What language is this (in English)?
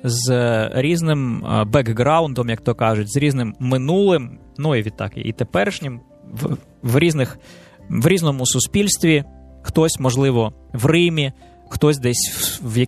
Ukrainian